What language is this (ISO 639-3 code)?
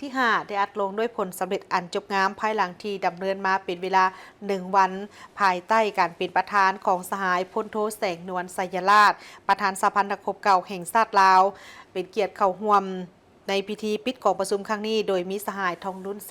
lao